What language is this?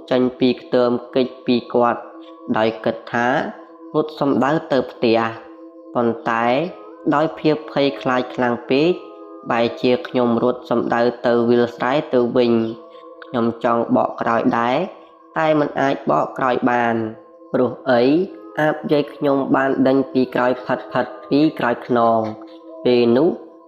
Khmer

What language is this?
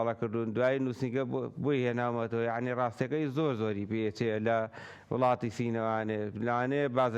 Central Kurdish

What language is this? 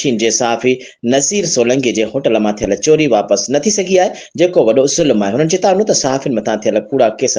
Sindhi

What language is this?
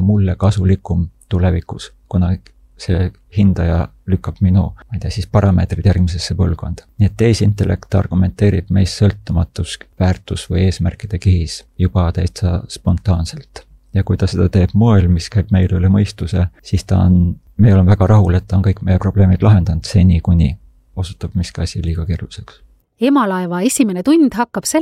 Estonian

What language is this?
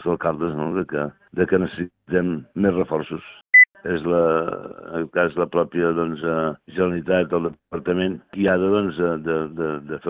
Catalan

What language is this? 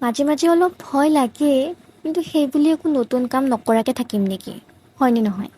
Assamese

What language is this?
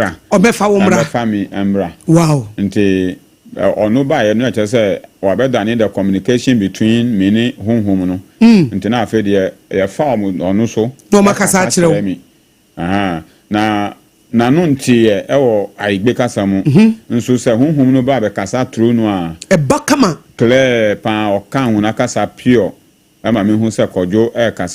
Akan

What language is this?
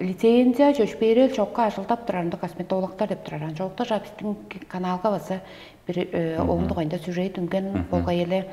Tuvinian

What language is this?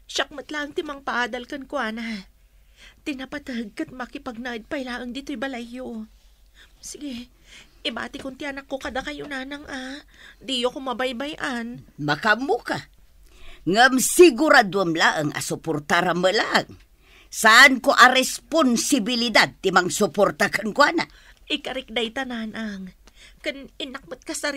Iloko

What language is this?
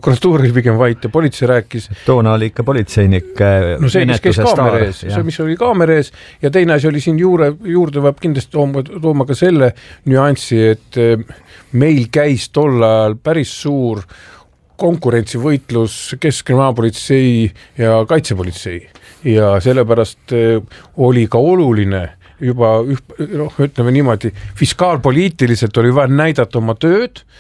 Estonian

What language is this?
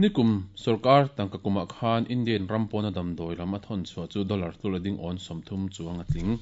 Mizo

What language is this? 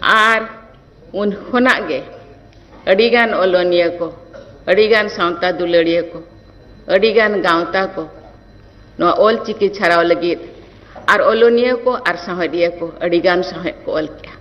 Santali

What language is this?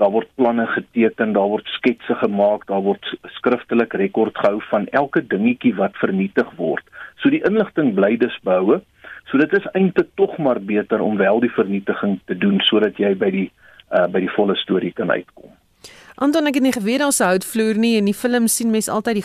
Afrikaans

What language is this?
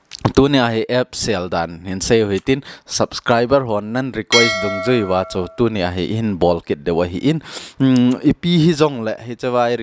Thado Chin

